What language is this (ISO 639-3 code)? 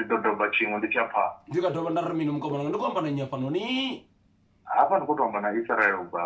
ven